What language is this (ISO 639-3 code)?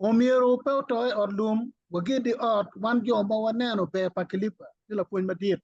ach